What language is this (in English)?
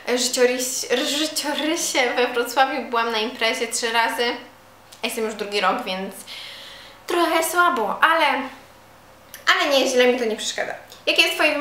Polish